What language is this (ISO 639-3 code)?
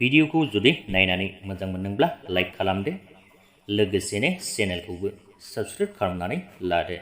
brx